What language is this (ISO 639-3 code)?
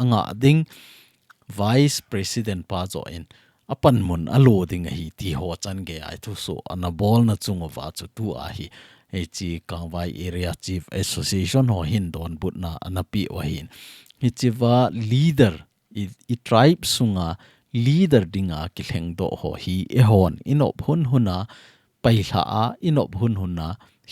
tcz